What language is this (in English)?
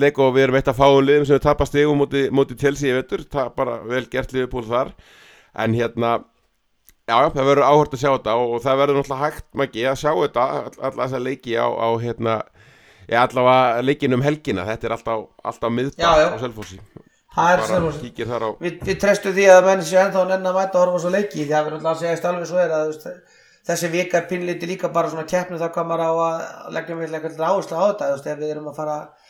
Icelandic